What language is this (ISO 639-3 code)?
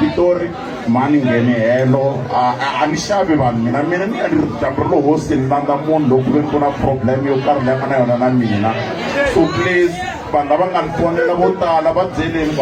tso